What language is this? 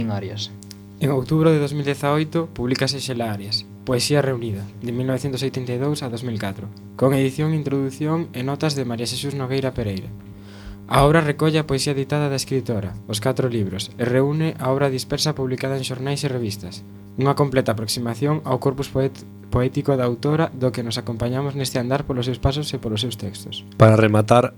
Galician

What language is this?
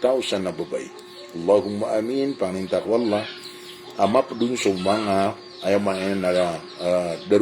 Maranao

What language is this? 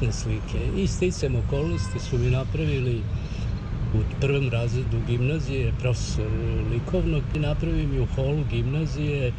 Serbian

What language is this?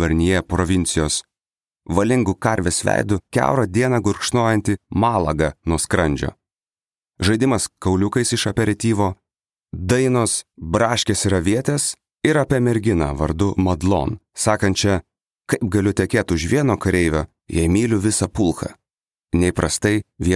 Lithuanian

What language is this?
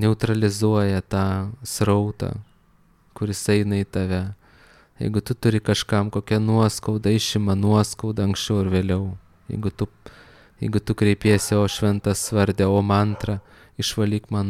Lithuanian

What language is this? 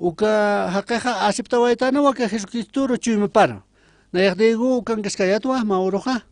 Aymara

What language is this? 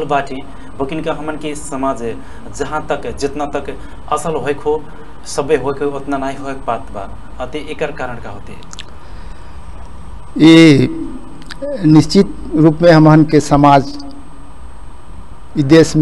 Bhojpuri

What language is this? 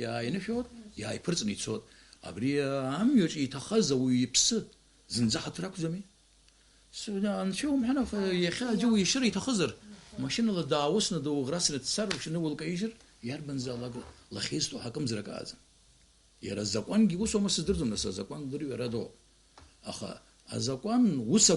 Abkhazian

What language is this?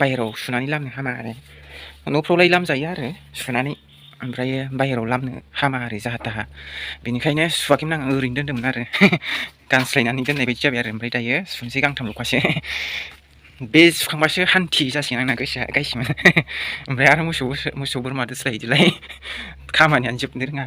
Bodo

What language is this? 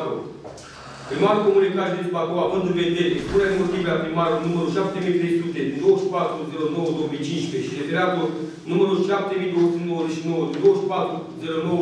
Romanian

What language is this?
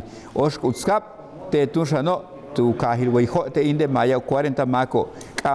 Yucateco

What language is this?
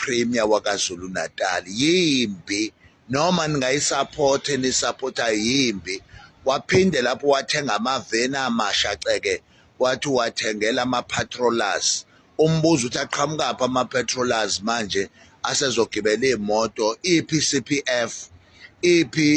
Zulu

